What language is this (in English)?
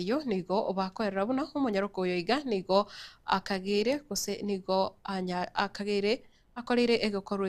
Gusii